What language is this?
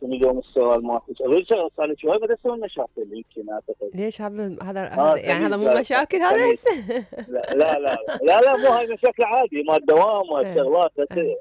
Mesopotamian Arabic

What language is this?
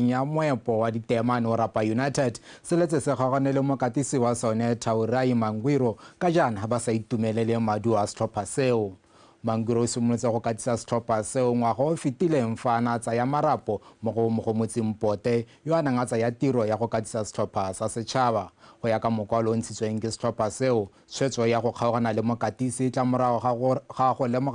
Tswana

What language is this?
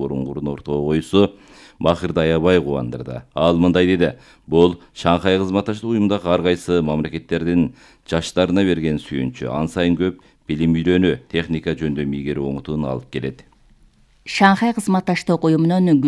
Kyrgyz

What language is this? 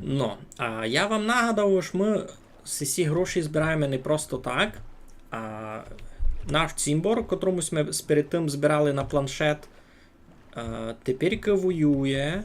Rusyn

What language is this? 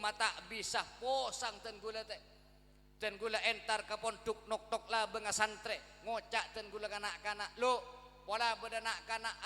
Madurese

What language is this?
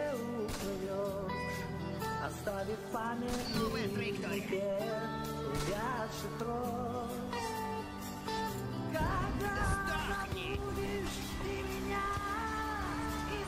Russian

